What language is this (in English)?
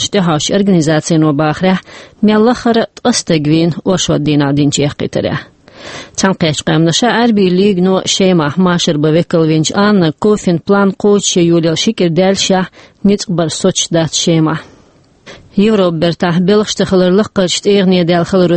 Chechen